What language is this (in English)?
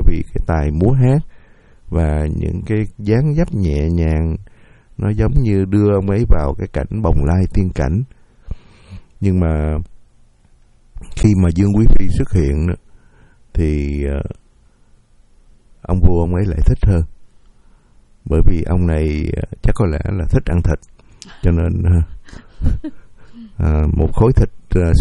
Vietnamese